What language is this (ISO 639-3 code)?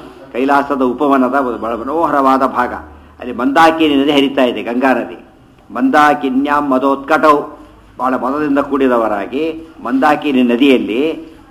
kan